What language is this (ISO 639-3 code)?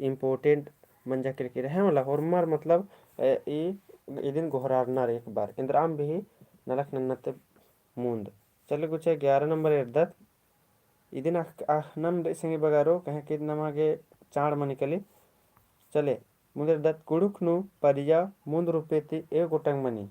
kru